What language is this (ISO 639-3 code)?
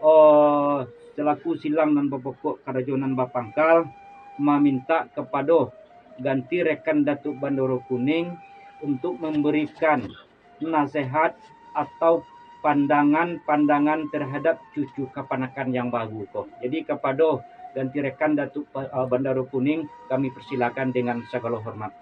min